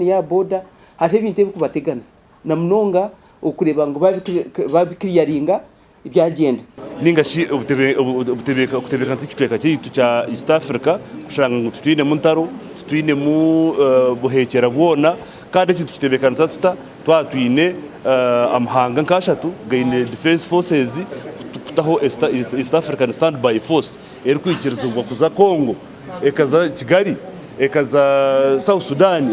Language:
Nyankole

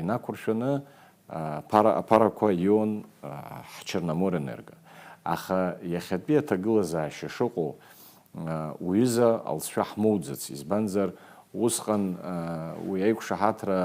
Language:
Abkhazian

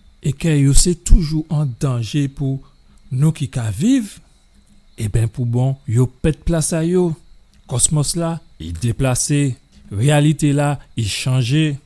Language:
Guadeloupean Creole French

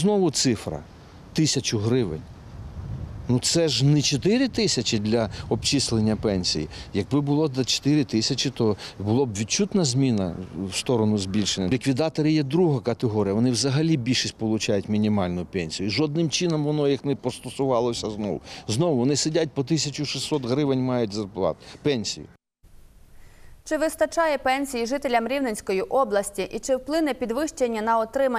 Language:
Ukrainian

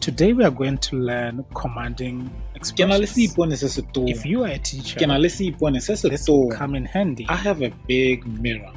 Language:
Tswana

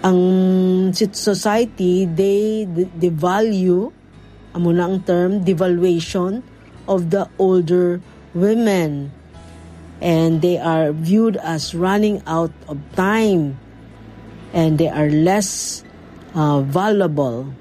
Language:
Hiligaynon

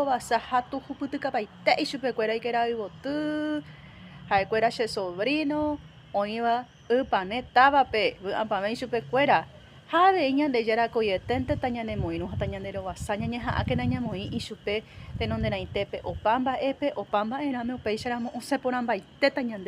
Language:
Guarani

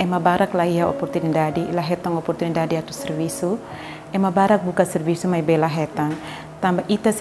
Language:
Tetum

